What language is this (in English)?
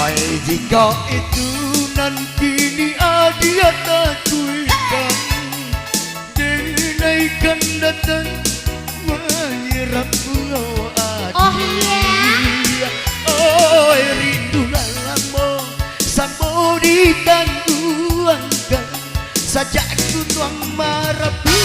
Minangkabau